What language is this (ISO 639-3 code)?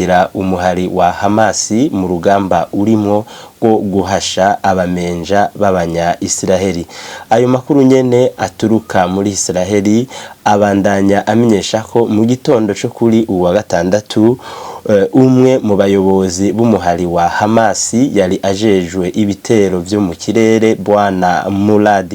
run